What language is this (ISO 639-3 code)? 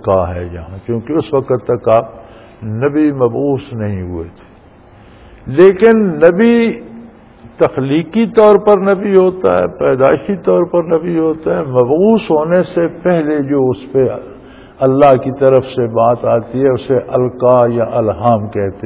urd